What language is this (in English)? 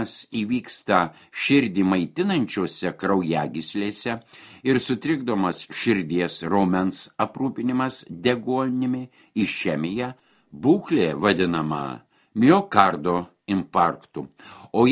Lithuanian